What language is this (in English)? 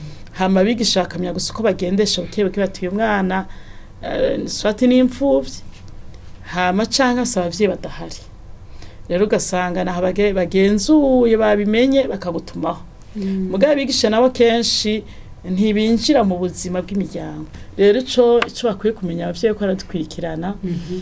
Rundi